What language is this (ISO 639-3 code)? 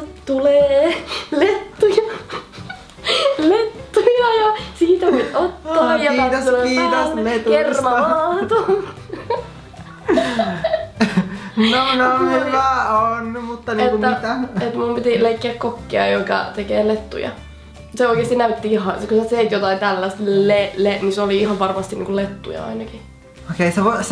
fin